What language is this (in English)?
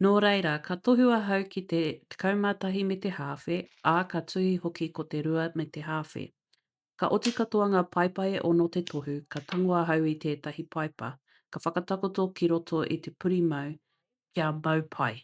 Māori